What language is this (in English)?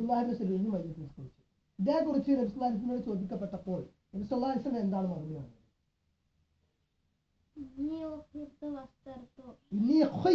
Malayalam